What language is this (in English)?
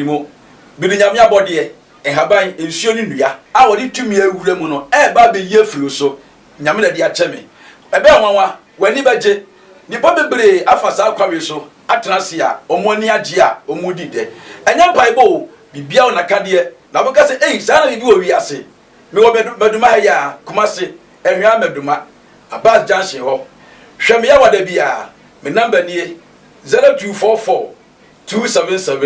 Akan